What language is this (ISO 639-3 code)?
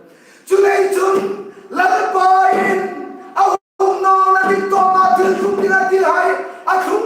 hmr